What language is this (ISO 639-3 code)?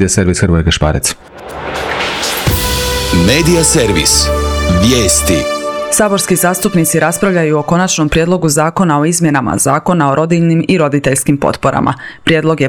hrv